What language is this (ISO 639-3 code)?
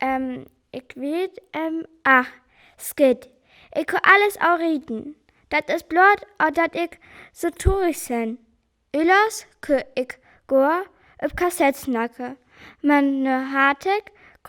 frr